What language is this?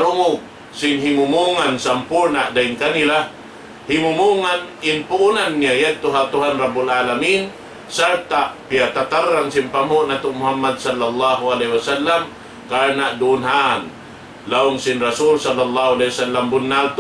Tausug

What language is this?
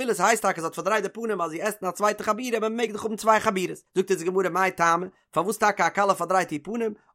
Yiddish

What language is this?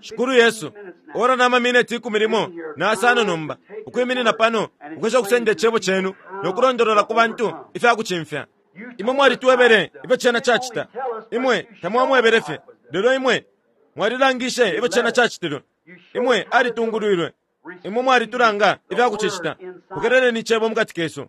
Bemba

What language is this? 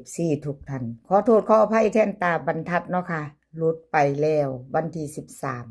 Northeastern Thai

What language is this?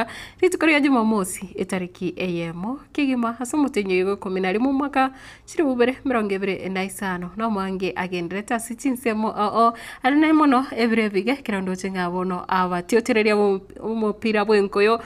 Gusii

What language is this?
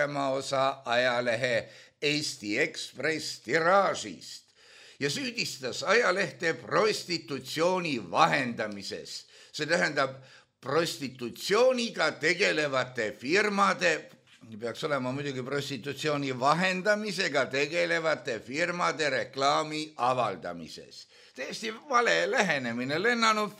Estonian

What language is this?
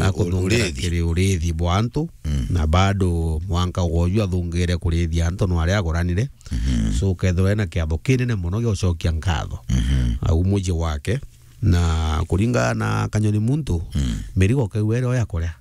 Meru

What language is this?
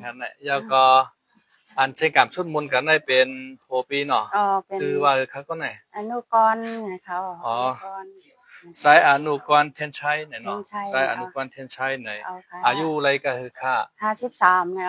Shan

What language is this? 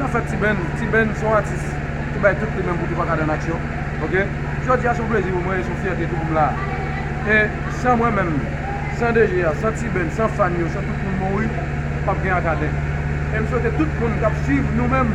Haitian Creole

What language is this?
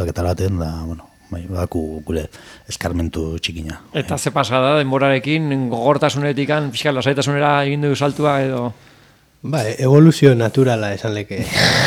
Basque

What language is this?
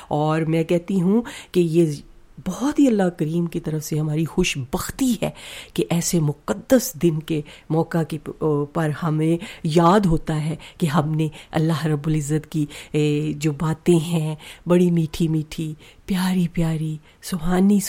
Urdu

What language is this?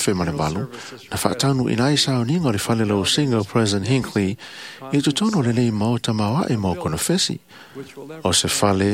Samoan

